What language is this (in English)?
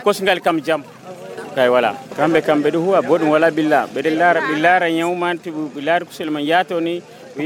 Nigerian Fulfulde